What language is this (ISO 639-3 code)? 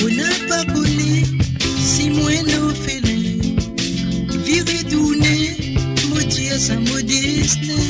mfe